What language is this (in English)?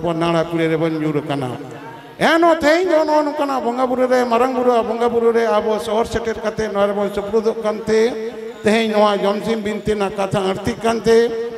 Santali